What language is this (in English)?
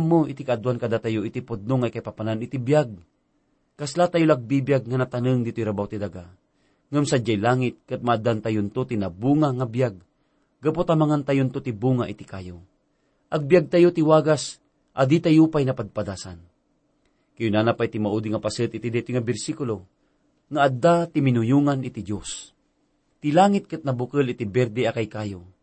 Iloko